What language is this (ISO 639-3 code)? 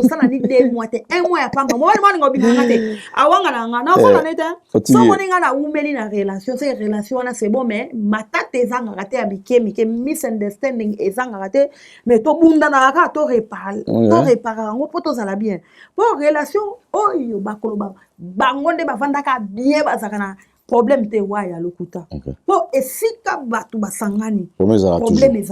lin